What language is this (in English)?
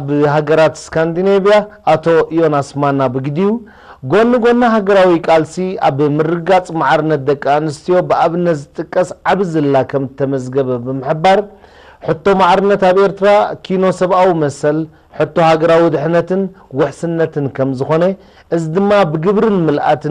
Tigrinya